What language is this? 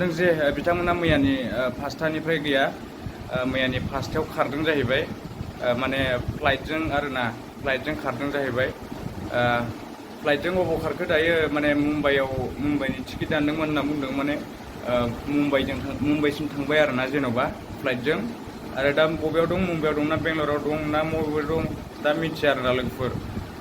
Bodo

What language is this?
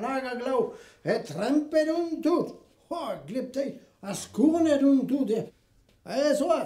Breton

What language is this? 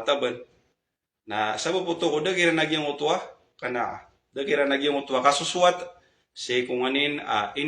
Maranao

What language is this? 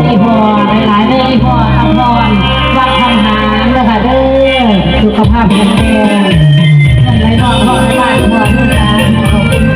Northeastern Thai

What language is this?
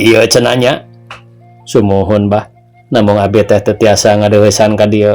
Sundanese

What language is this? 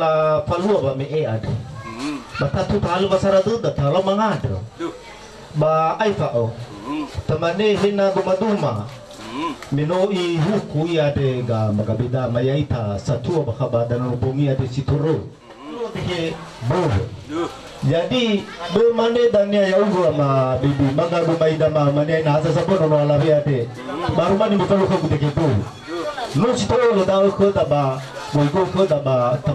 Nias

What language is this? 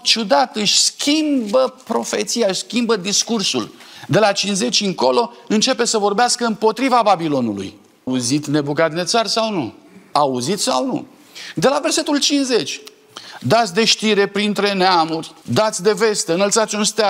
Romanian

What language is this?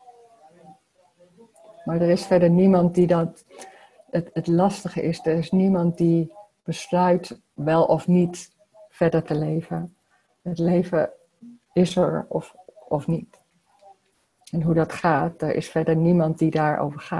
Dutch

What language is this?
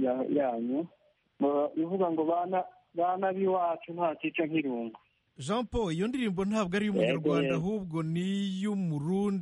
Kinyarwanda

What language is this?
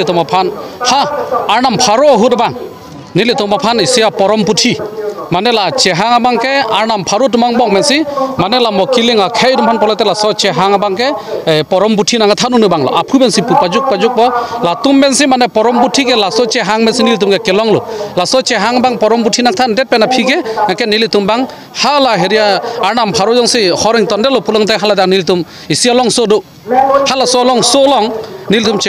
Karbi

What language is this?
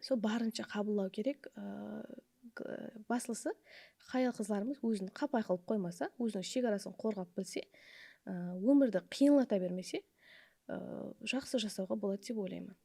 Kara-Kalpak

